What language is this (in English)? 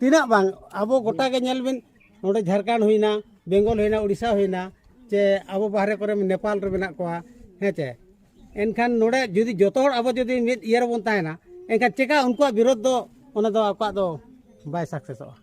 Santali